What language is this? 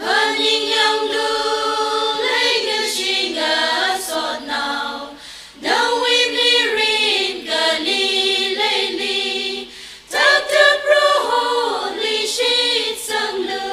Tangkhul Naga (India)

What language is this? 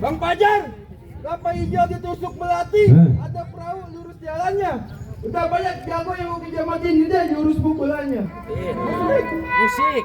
Betawi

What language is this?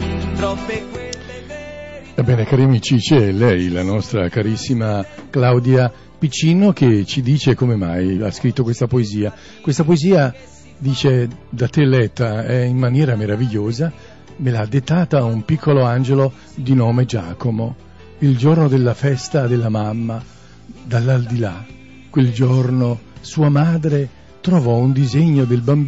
Italian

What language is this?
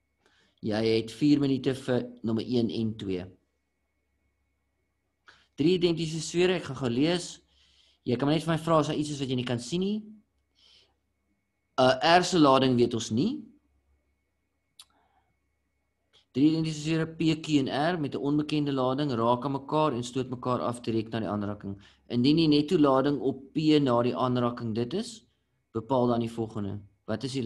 Afrikaans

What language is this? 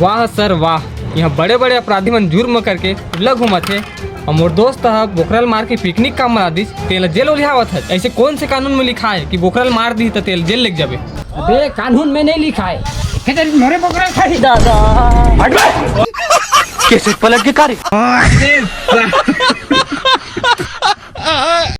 Chhattisgarhi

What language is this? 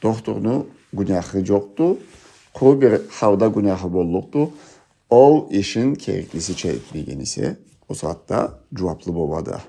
Karachay-Balkar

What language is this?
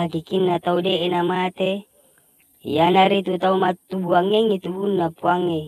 Buginese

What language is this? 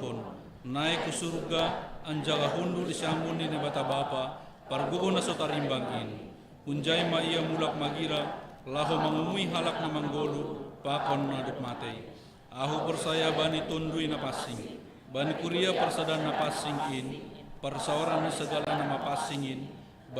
Batak Simalungun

